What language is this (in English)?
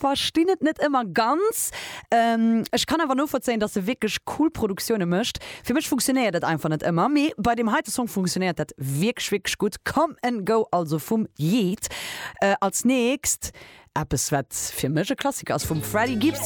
Luxembourgish